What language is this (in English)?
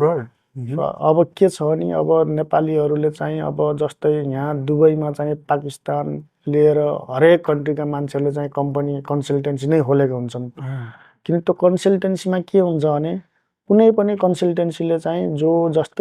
Nepali